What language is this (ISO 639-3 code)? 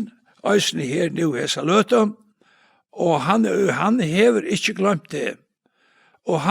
fao